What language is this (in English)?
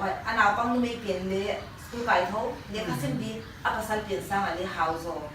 Paite Chin